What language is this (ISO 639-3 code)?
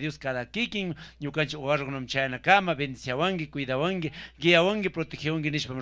qug